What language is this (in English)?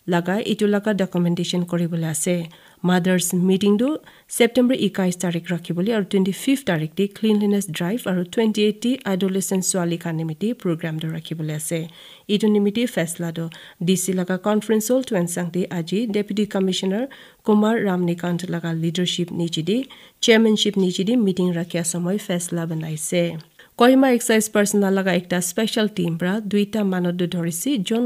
Naga Pidgin